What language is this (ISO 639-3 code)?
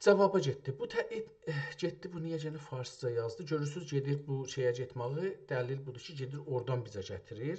azb